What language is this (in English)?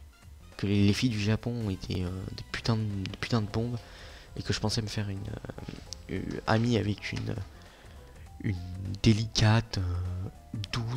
French